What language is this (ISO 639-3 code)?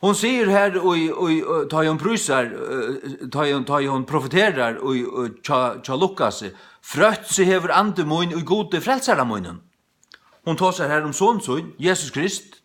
fao